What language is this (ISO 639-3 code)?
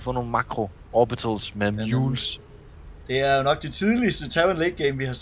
dan